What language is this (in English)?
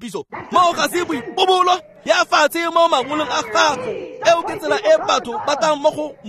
Tswana